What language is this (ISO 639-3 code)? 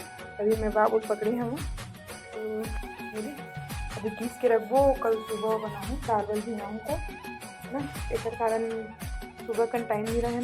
hne